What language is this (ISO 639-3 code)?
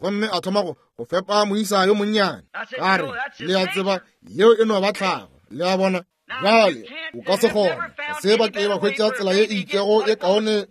nso